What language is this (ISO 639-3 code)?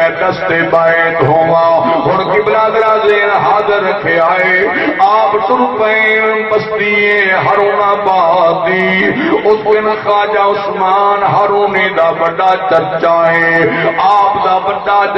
skr